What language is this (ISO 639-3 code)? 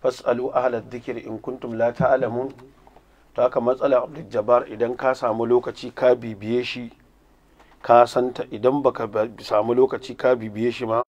hau